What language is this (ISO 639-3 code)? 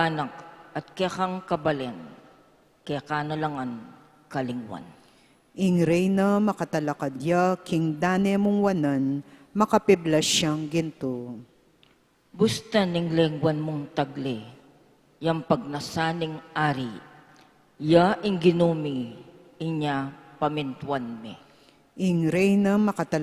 pam